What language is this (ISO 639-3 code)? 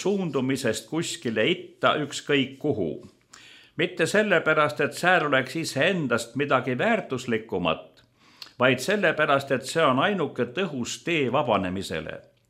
est